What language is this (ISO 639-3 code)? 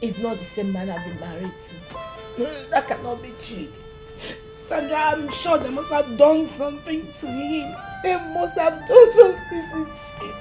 pcm